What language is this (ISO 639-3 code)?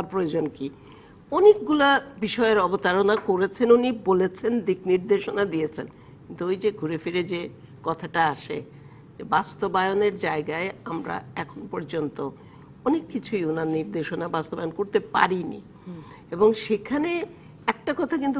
ben